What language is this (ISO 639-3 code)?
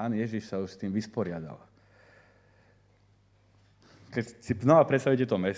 slk